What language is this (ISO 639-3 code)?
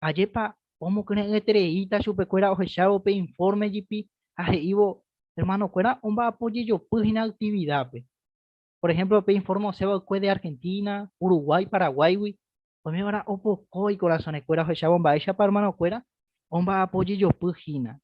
grn